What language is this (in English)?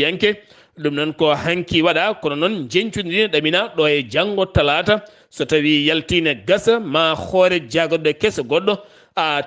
Fula